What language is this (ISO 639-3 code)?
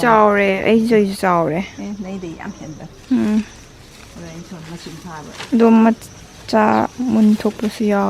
mni